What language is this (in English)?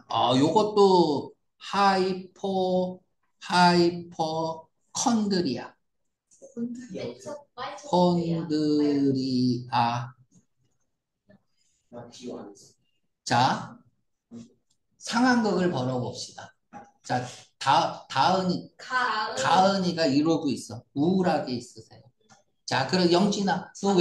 Korean